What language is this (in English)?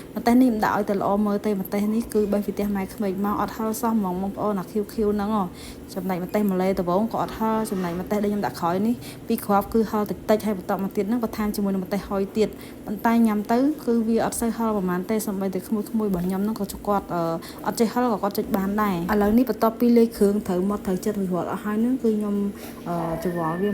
Khmer